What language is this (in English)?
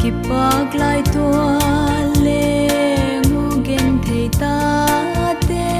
Paite Chin